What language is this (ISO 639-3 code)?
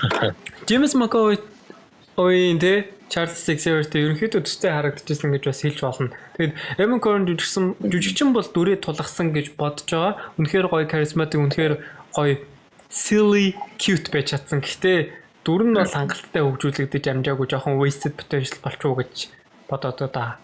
mon